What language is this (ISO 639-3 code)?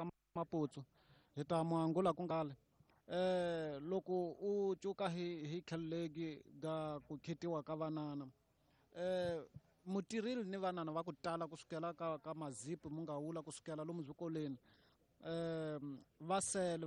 tso